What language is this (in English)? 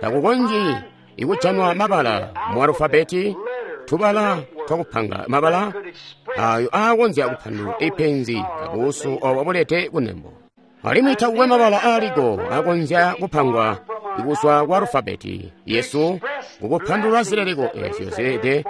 Tonga (Zambia)